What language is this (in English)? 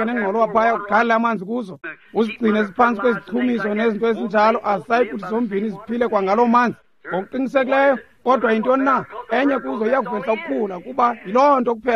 Xhosa